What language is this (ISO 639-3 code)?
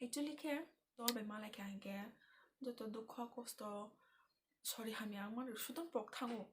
trp